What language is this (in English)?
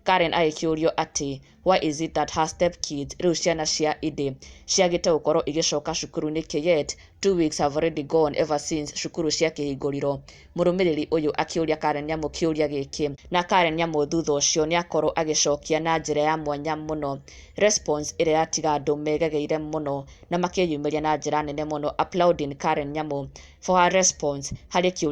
Kikuyu